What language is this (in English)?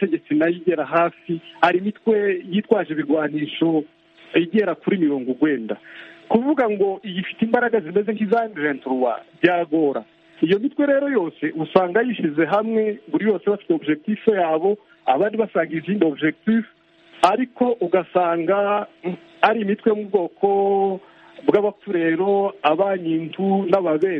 Kinyarwanda